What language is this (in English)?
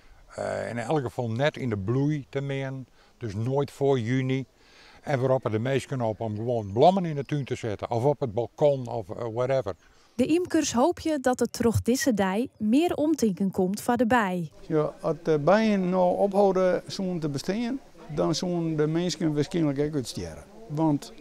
Western Frisian